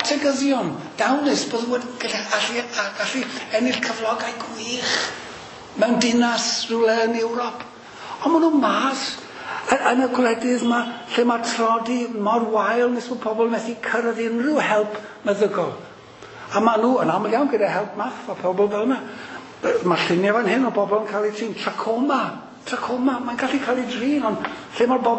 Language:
Welsh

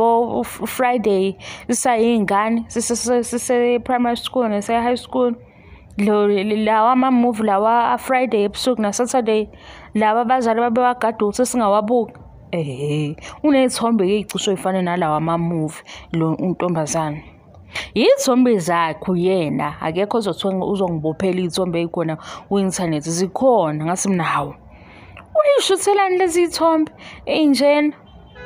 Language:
Zulu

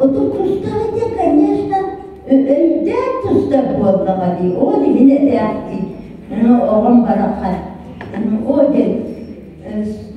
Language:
Yakut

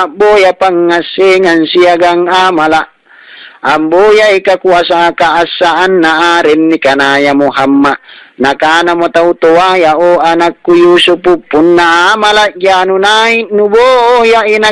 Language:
Makasar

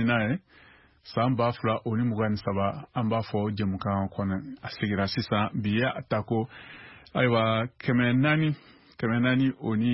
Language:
Bambara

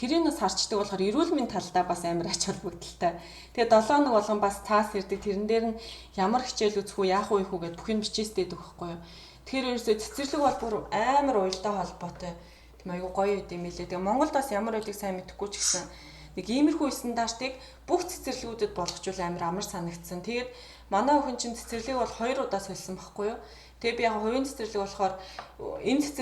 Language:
Mongolian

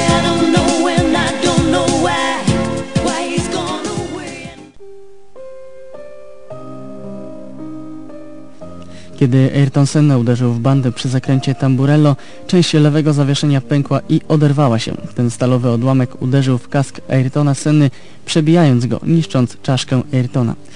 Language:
Polish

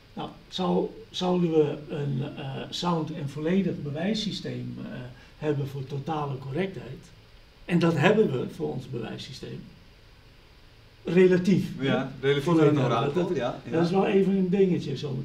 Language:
Dutch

